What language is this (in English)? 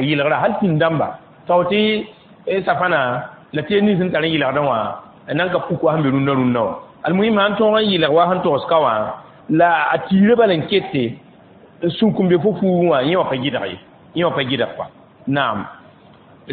Mossi